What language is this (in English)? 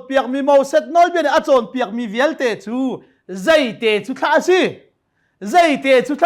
Hakha Chin